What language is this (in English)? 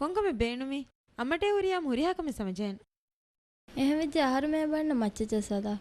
Divehi